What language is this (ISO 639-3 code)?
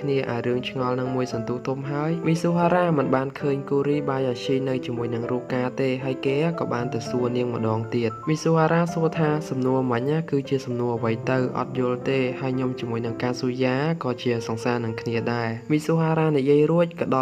khm